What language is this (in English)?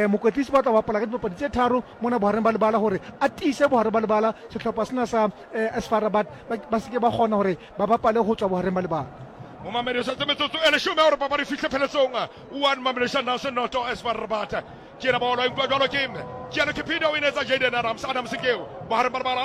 Southern Sotho